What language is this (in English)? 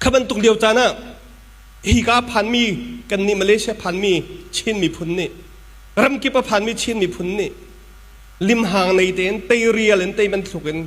Hakha Chin